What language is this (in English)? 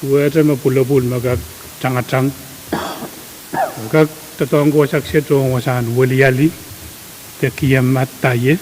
Pohnpeian